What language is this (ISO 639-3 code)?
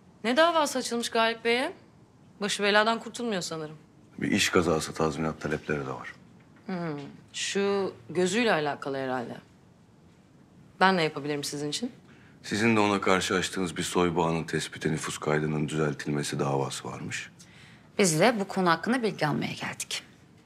tur